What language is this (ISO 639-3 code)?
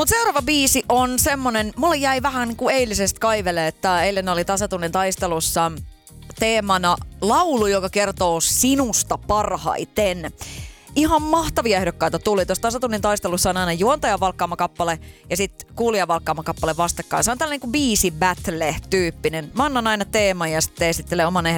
fin